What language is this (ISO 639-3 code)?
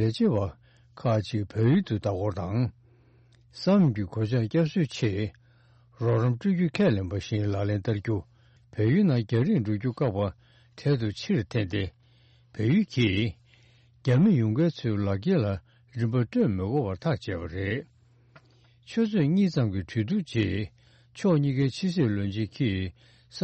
bod